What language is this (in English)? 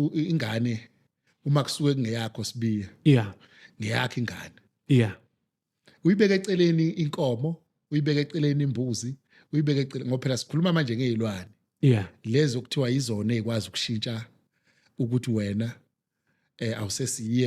Zulu